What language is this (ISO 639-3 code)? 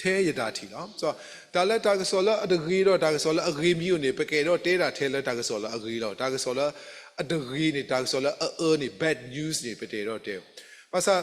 ksw